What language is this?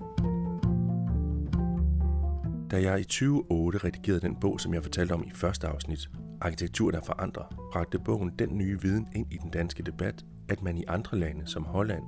Danish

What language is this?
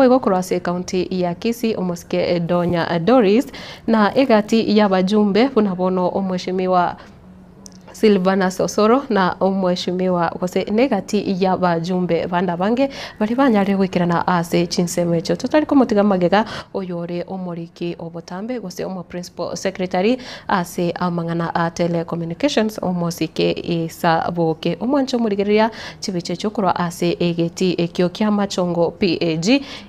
Gusii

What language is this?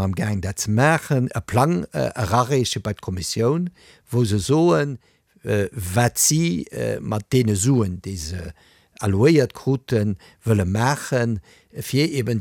Luxembourgish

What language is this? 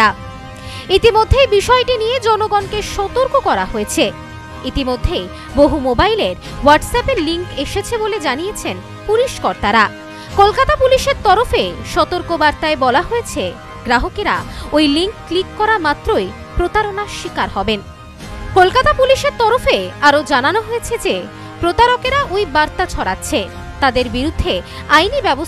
Bangla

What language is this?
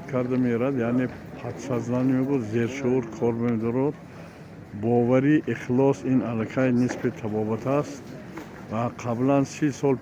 Tajik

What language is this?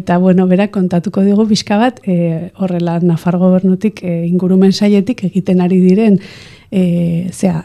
Basque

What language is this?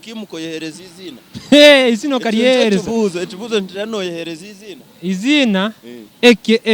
Nyankole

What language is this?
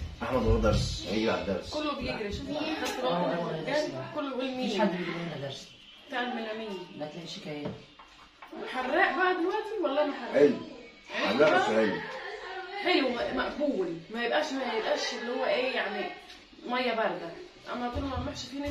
Egyptian Arabic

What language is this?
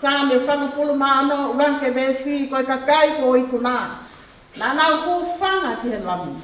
Tongan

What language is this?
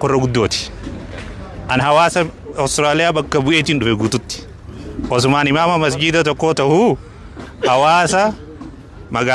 Oromo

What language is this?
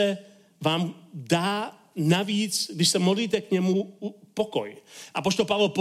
Czech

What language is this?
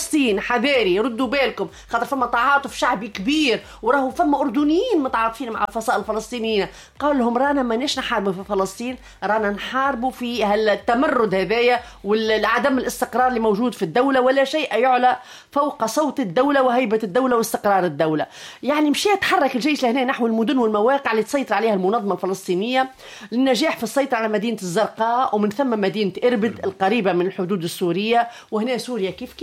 Tunisian Arabic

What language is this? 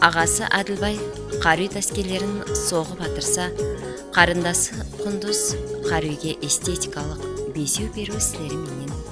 Kara-Kalpak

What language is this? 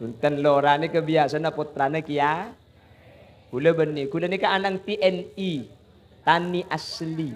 Madurese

